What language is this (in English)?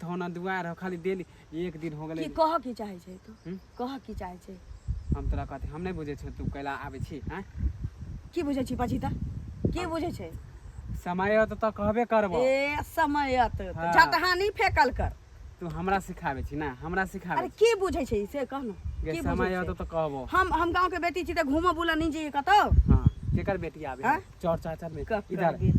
Maithili